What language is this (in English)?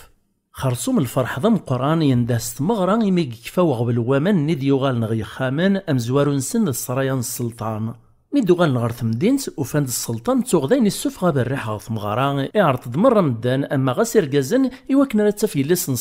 Kabyle